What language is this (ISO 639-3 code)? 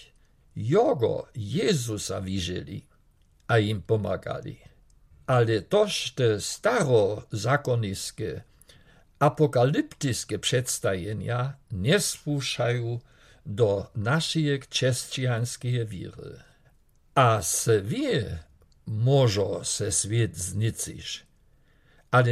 dsb